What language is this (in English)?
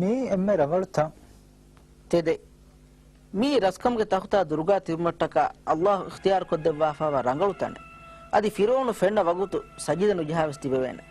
Divehi